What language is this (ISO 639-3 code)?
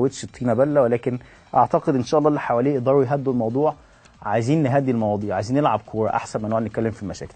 arz